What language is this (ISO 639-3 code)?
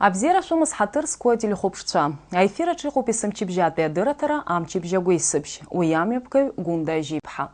abk